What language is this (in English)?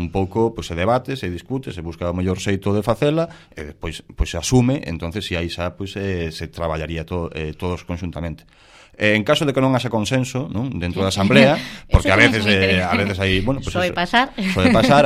Galician